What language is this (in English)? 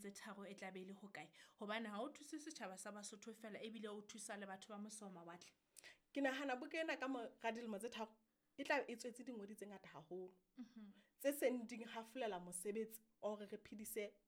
Southern Sotho